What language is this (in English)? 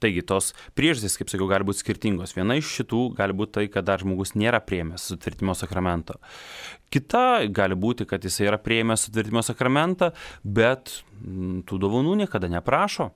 Lithuanian